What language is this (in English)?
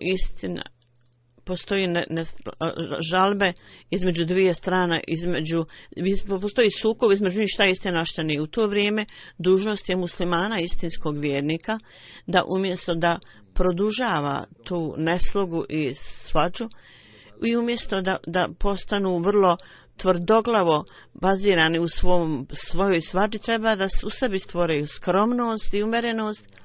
Bosnian